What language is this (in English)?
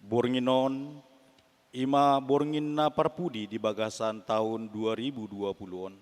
Batak Toba